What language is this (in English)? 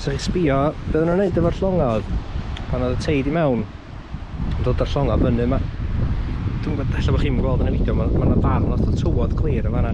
Welsh